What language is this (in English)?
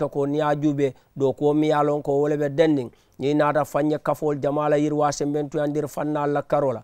Mandingo